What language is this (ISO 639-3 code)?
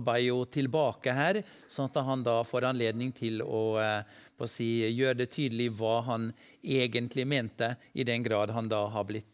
nor